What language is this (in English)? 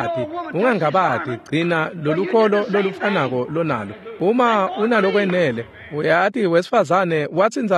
Swati